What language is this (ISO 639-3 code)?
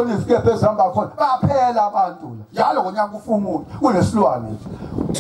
zul